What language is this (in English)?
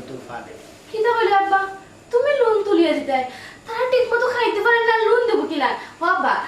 Sylheti